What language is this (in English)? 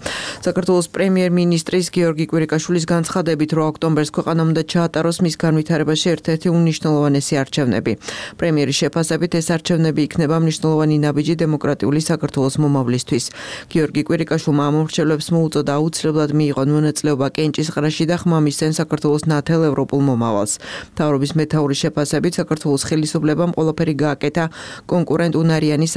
Georgian